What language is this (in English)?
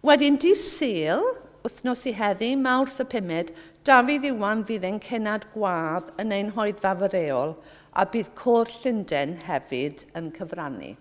Welsh